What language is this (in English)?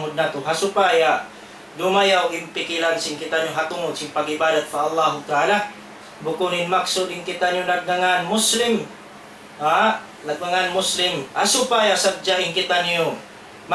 Tausug